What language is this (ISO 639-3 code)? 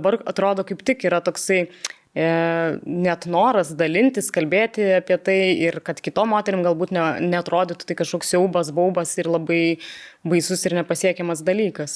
lit